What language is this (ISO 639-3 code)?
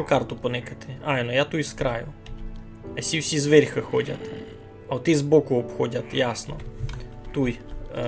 rue